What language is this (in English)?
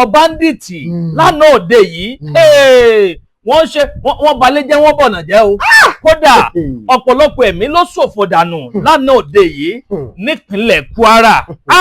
Yoruba